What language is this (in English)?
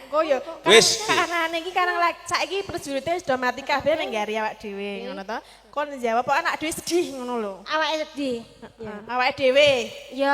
Javanese